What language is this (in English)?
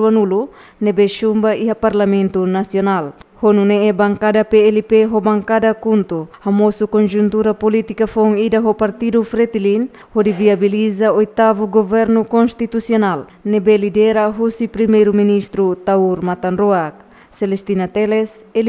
Tetum